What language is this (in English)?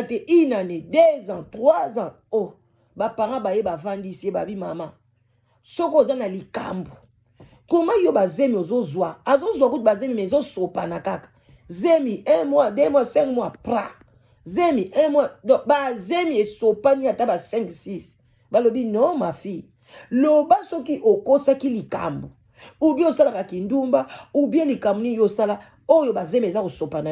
Lingala